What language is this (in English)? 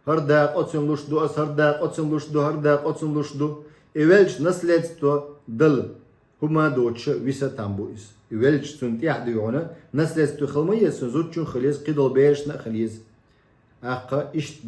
Chechen